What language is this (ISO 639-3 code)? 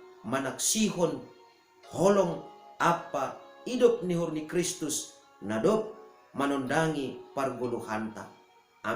bts